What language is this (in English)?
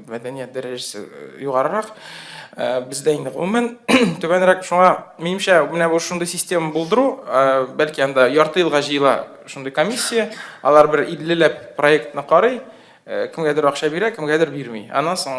Tatar